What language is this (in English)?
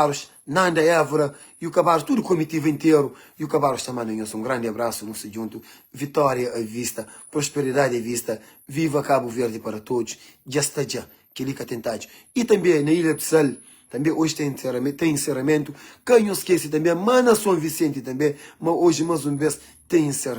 Kabuverdianu